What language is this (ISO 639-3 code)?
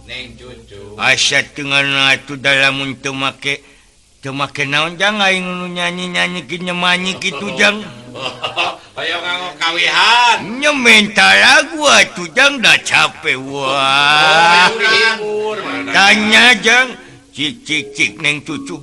sun